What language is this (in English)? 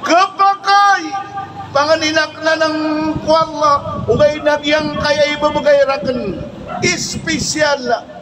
Maranao